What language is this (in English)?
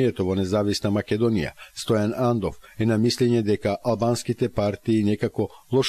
Macedonian